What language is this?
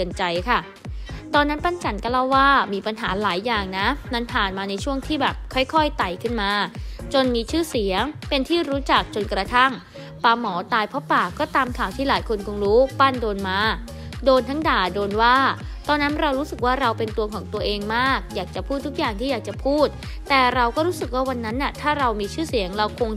Thai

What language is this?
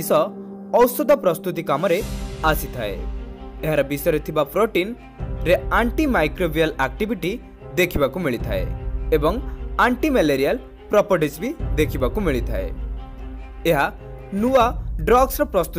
Odia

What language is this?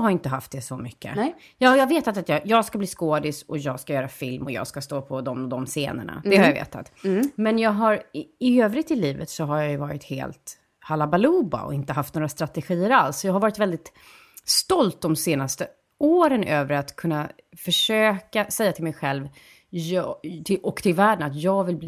Swedish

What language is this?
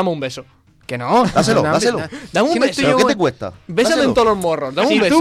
Spanish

